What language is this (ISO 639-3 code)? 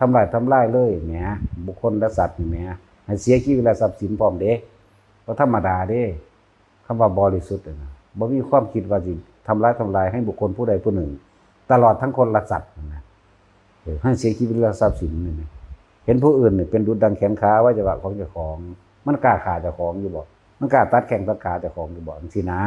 tts